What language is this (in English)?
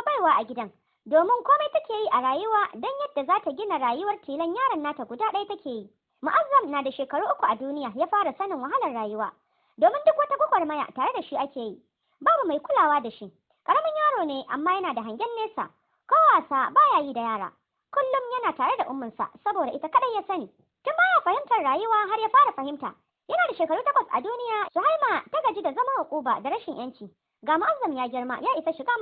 Hausa